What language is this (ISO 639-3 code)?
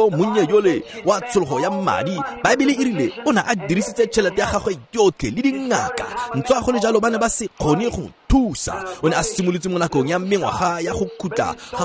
tsn